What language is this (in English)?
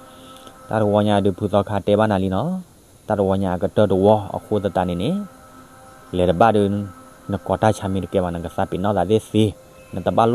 S'gaw Karen